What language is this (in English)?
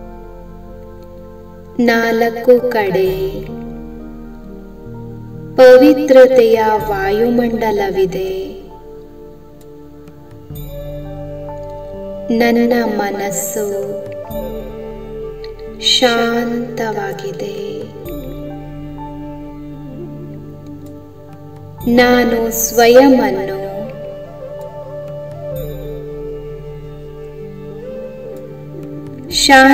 Kannada